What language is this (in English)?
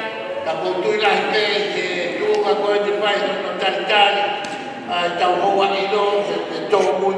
Tongan